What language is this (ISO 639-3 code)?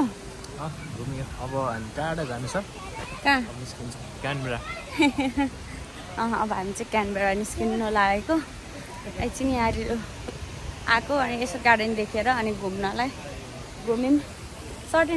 nep